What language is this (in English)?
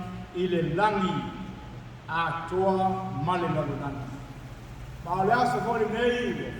Samoan